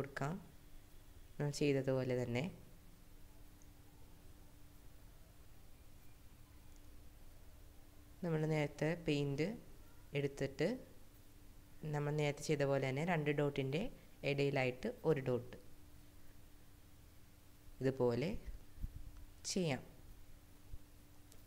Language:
Malayalam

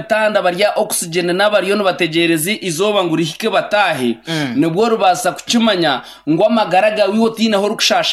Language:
Nyankole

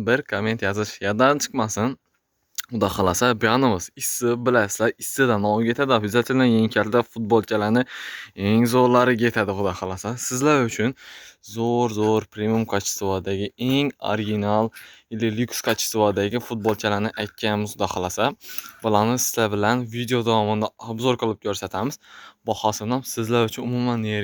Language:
Uzbek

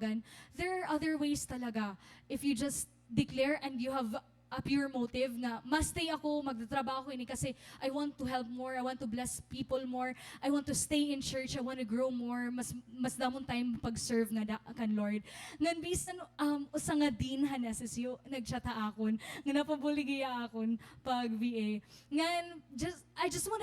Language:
Waray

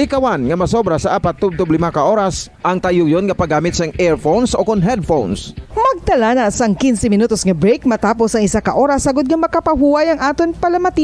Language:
Hiligaynon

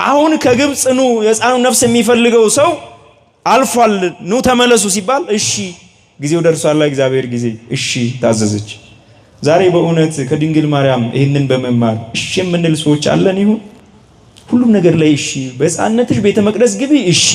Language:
Amharic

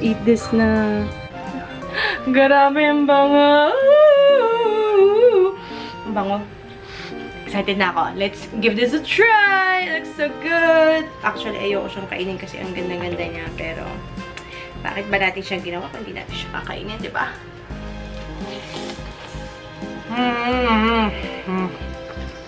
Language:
Filipino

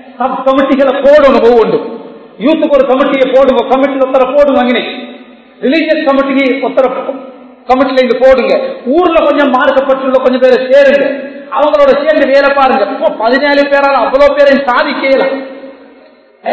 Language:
Tamil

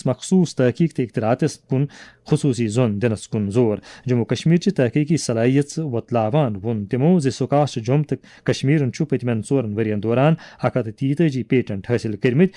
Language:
Kashmiri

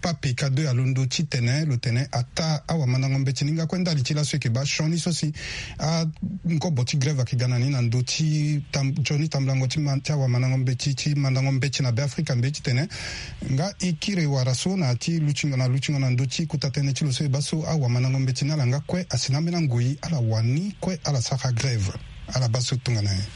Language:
Sango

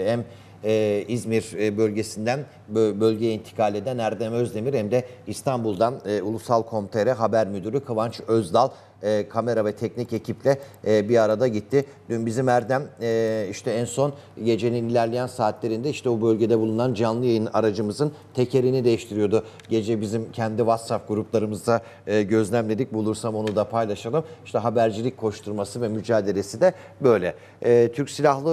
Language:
Turkish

